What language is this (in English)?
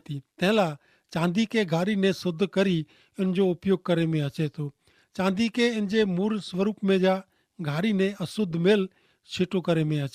Kachhi